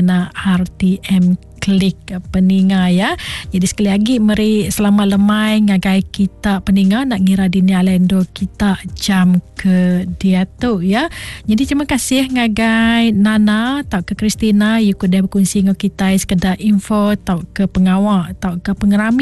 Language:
Iban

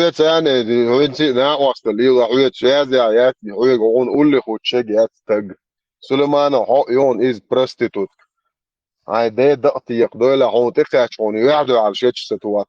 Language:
Chechen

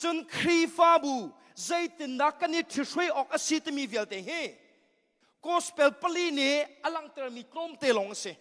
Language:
Hakha Chin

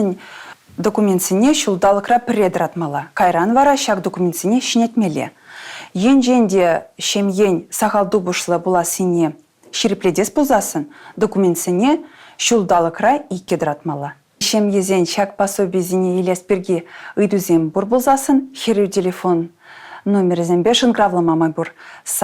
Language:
Chuvash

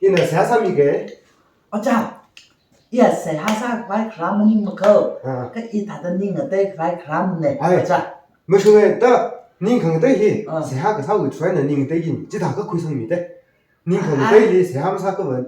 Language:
Tangkhul Naga (India)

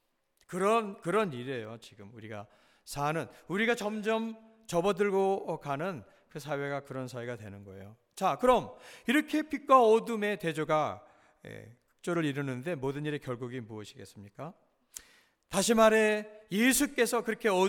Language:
Korean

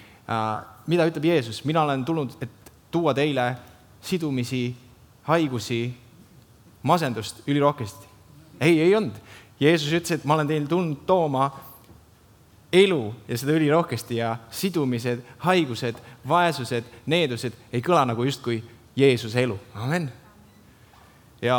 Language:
Estonian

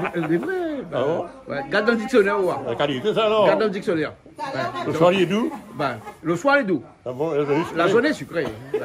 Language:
Réunion Creole French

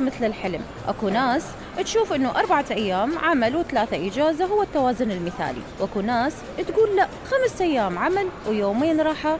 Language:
Mesopotamian Arabic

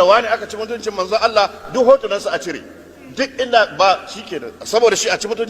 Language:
Hausa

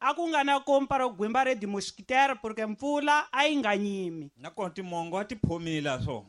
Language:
Tsonga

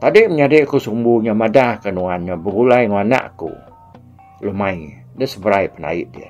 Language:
Iban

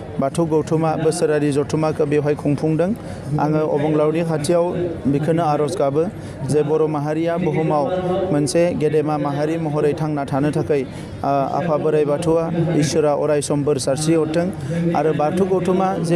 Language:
Bodo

